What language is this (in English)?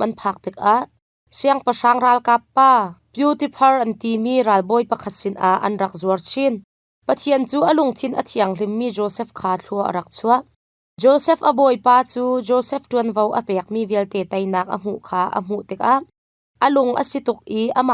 Hakha Chin